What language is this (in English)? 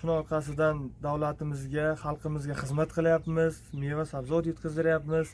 Uzbek